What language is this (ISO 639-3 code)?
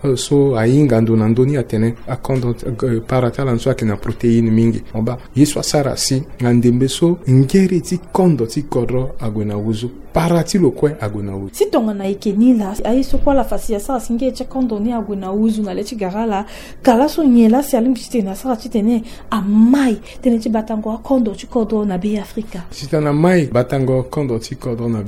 sag